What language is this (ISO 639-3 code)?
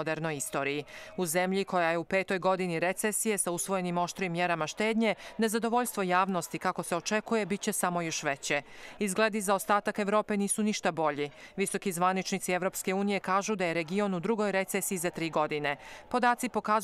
bos